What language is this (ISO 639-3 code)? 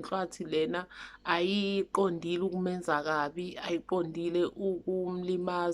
zul